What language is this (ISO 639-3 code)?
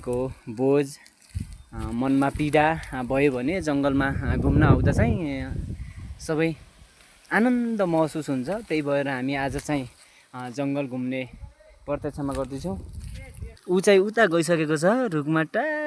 nep